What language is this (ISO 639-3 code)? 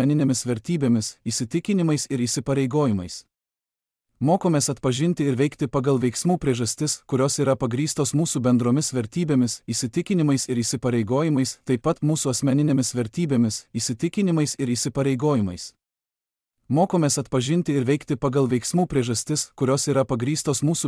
lit